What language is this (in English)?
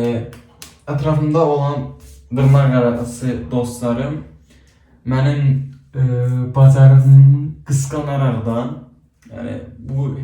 Azerbaijani